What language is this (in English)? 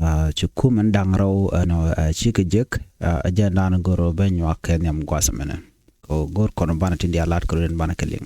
Nuer